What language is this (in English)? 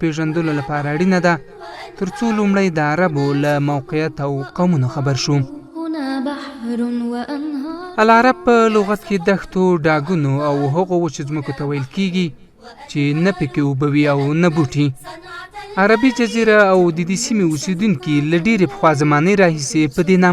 Pashto